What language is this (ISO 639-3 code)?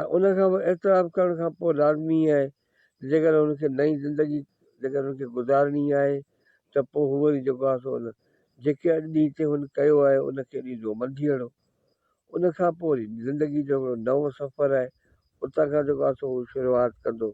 snd